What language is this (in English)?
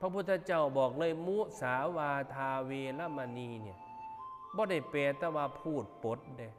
Northeastern Thai